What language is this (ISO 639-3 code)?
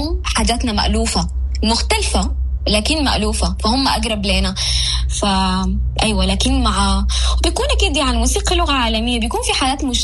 apd